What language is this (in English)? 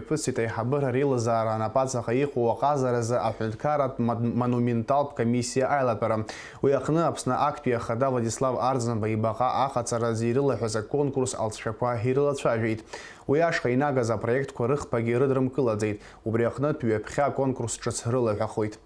Abkhazian